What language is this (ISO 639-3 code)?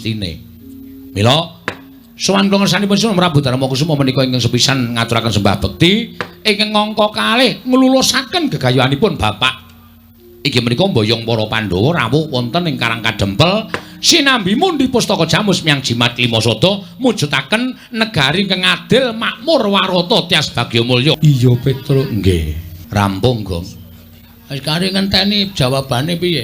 jav